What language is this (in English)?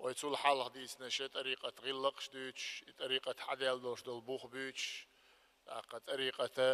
Chechen